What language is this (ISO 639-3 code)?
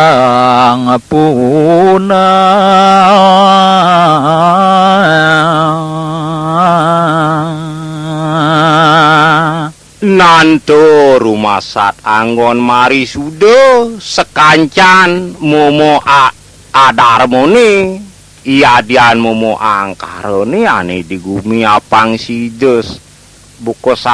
ban